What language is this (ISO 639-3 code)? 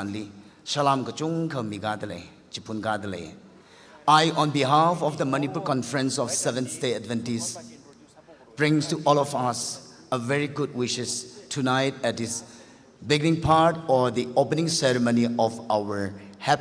nmf